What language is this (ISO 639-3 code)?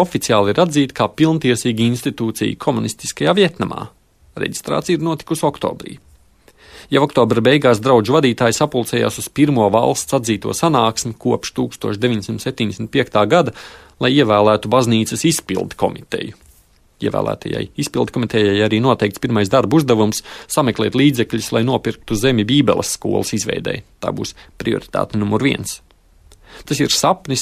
lav